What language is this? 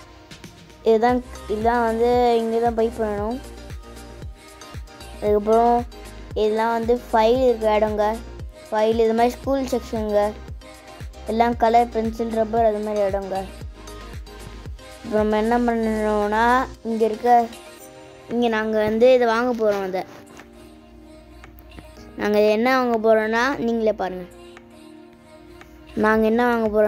Tamil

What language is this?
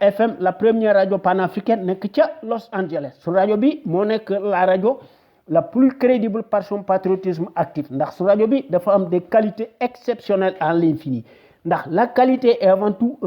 Wolof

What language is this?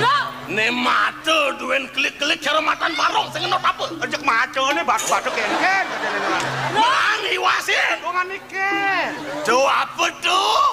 Balinese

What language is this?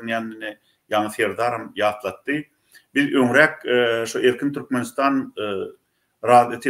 Turkmen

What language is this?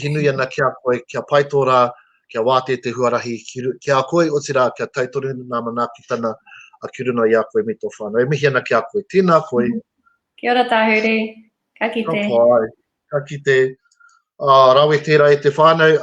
Māori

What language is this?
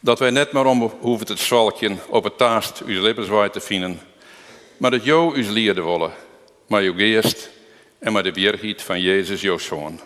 Western Frisian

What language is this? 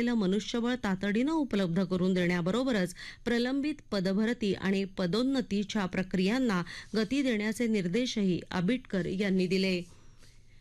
Marathi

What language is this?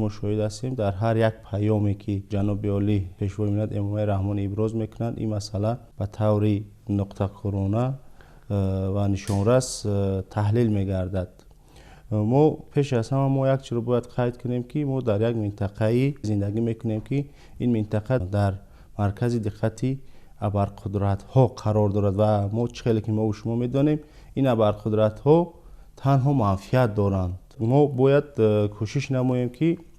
Tajik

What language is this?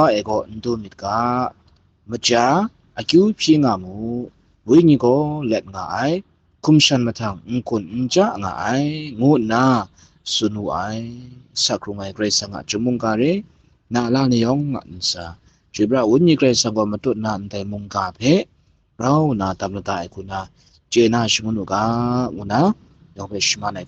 Kachin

